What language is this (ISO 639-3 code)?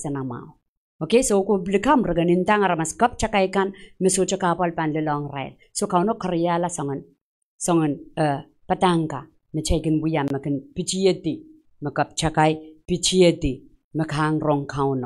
pon